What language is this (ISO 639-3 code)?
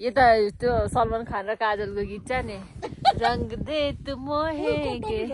nep